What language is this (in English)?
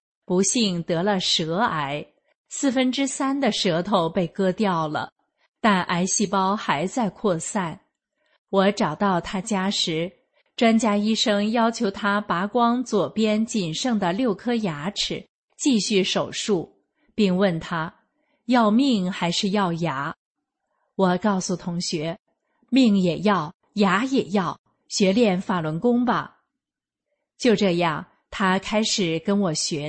Chinese